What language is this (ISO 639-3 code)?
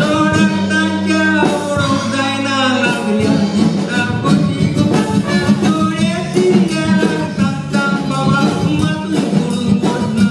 kok